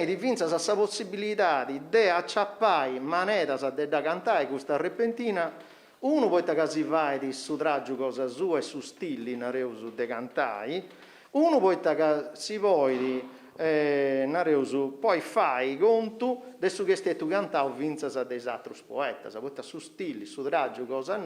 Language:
Sardinian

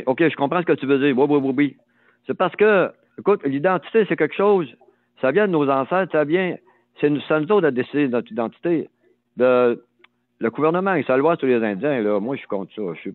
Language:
French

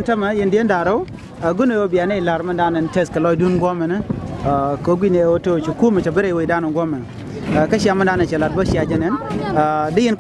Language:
Nuer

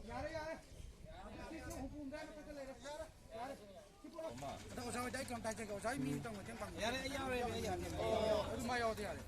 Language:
Manipuri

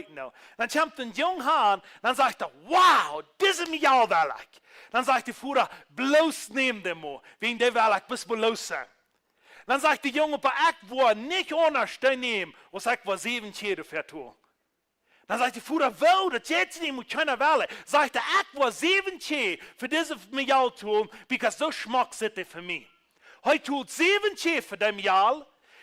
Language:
Plautdietsch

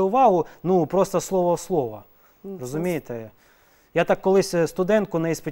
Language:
Ukrainian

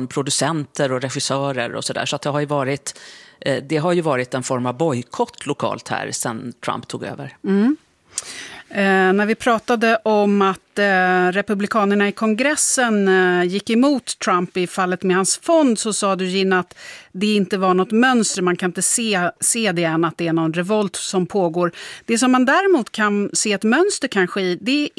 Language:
Swedish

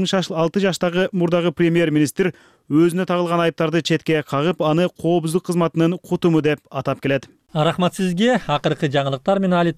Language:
Kyrgyz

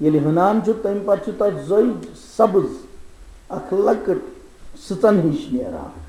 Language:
Kashmiri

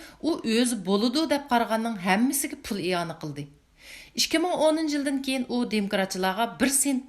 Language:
Uyghur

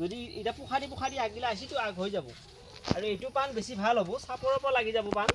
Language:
Assamese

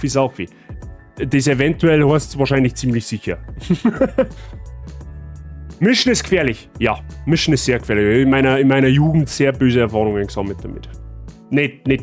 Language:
Bavarian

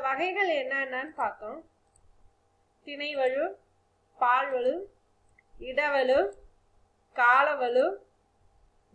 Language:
Tamil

